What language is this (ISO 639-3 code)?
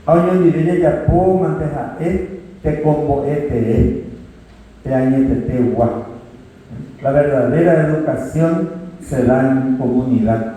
grn